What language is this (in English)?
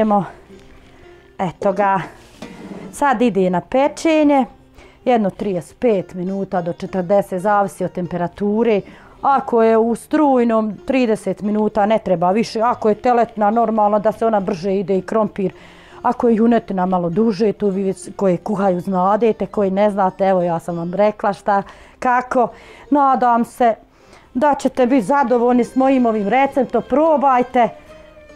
Bosnian